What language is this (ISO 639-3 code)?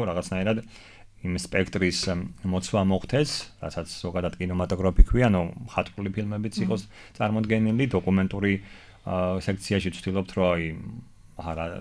kat